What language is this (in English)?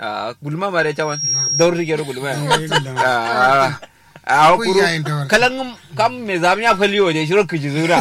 Kanuri